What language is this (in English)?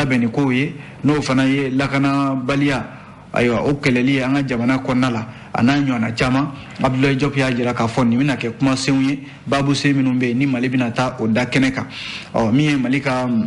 Bambara